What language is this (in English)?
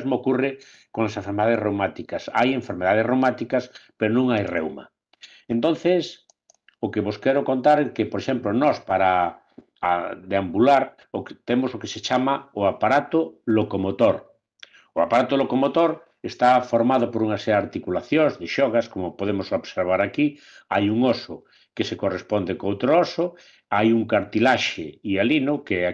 Galician